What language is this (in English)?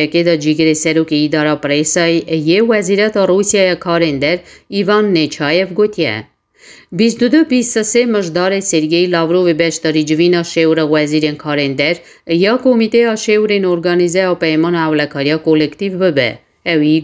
Kurdish